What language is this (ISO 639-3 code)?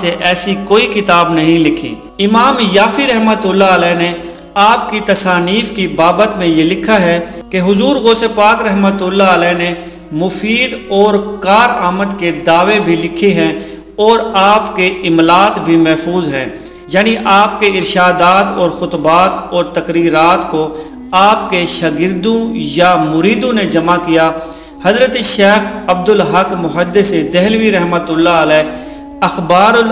urd